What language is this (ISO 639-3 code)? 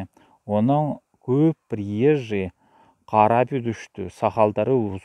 alt